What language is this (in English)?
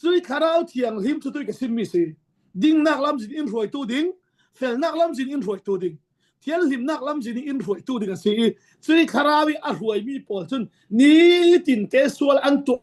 Falam Chin